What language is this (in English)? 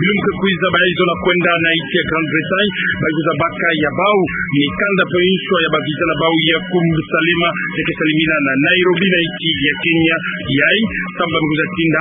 Kituba (Democratic Republic of Congo)